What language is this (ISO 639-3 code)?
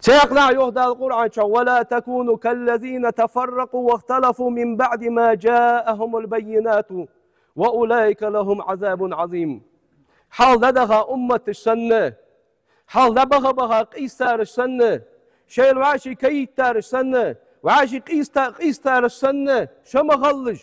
inh